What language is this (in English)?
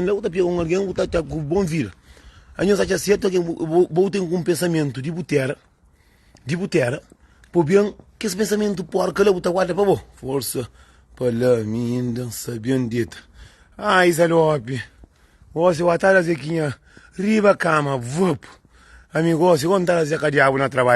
Kabuverdianu